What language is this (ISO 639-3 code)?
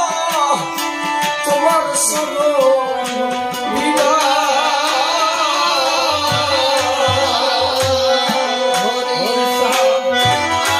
ben